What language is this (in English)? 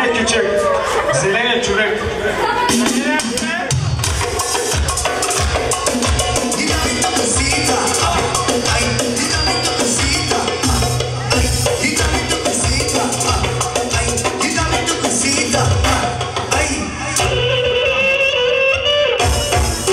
Bulgarian